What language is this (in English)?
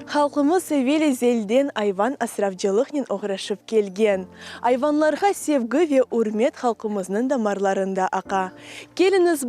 Crimean Tatar